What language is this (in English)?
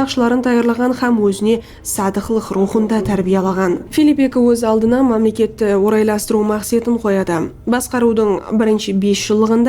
Kara-Kalpak